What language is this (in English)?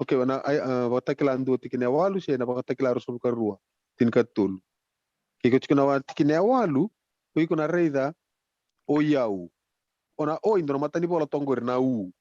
Fijian